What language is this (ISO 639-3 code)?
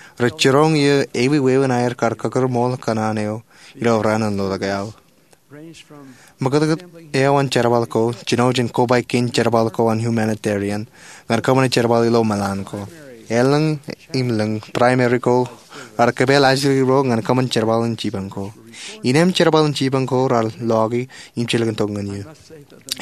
mah